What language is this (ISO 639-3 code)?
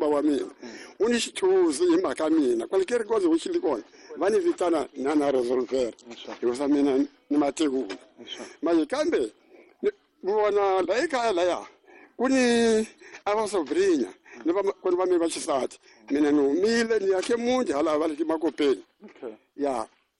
tso